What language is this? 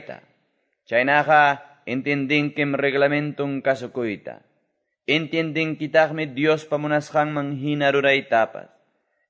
Quechua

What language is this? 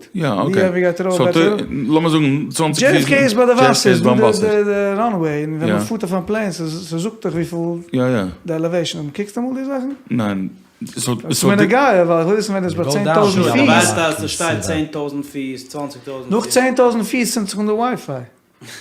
Yiddish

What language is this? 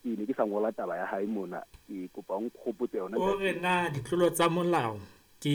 Southern Sotho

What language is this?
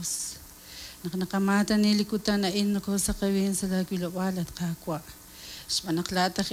Kekchí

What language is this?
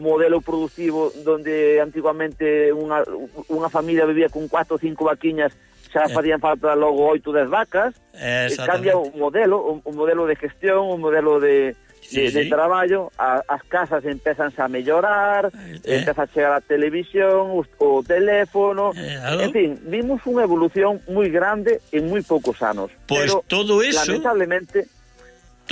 Galician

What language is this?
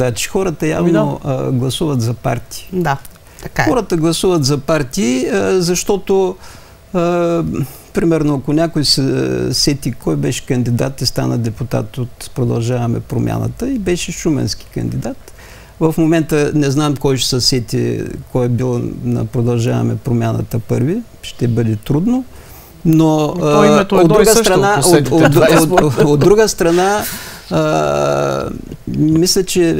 Bulgarian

